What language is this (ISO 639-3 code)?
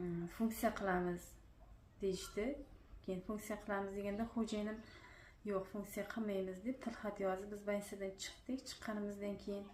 uzb